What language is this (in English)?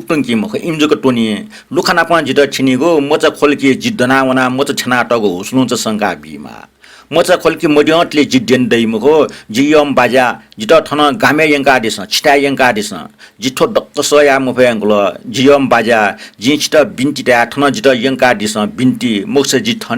Newari